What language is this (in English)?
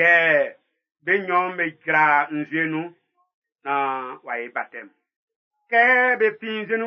Baoulé